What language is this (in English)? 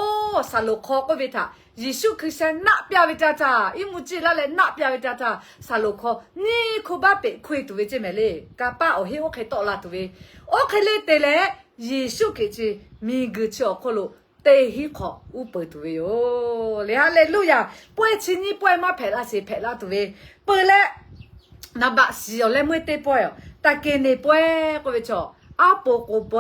Lahu